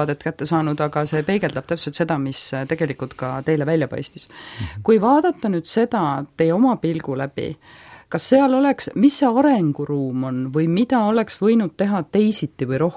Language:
Estonian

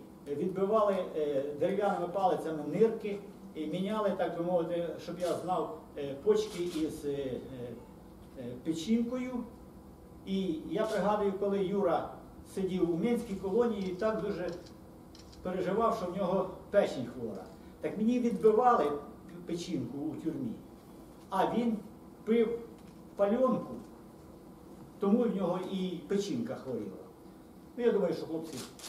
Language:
Ukrainian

